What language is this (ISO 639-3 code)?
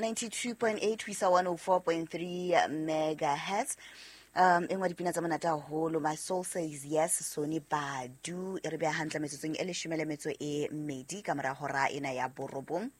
sot